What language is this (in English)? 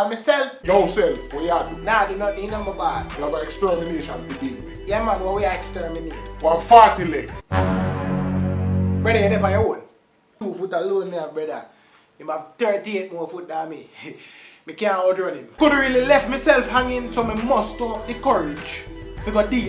Jamaican Creole English